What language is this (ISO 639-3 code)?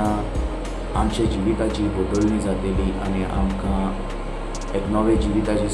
kok